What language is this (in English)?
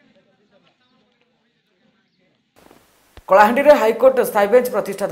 Odia